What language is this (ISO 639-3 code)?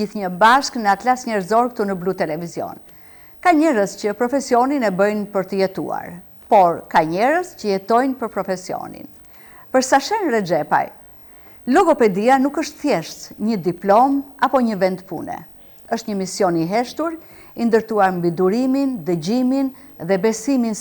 sqi